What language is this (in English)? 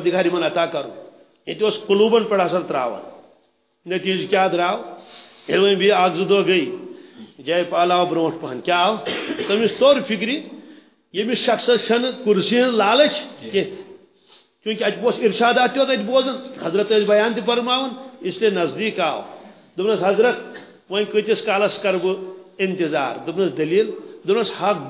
Kashmiri